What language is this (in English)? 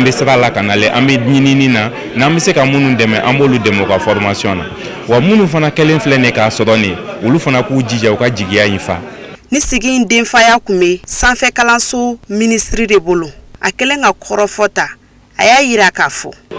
Bambara